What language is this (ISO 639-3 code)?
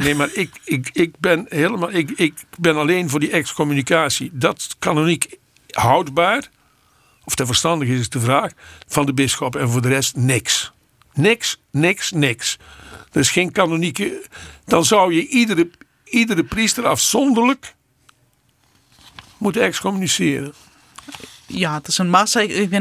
nld